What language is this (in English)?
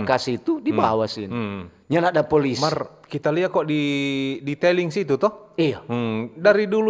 Manado Malay